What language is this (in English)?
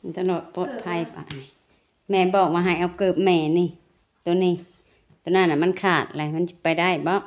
Lao